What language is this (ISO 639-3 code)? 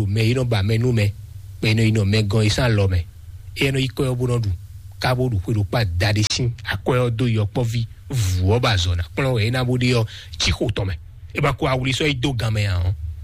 fon